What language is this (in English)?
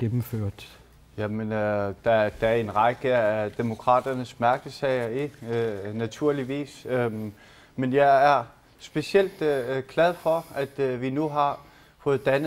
Danish